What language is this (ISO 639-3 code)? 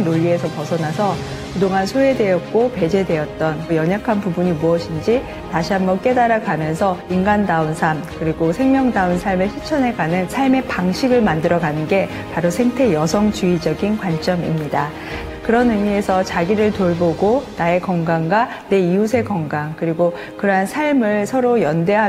kor